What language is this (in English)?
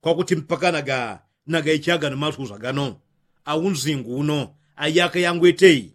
Yao